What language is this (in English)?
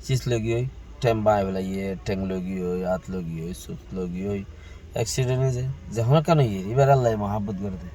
Rohingya